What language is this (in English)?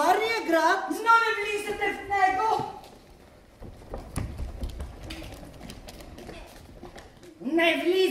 Bulgarian